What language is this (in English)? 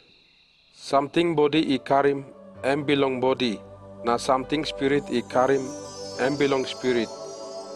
Tok Pisin